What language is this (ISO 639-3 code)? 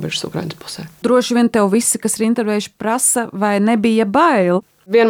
lav